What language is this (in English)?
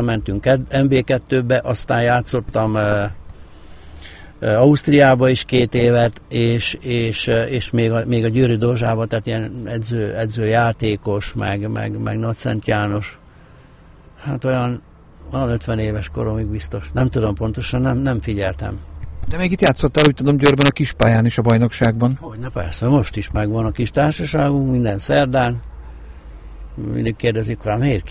Hungarian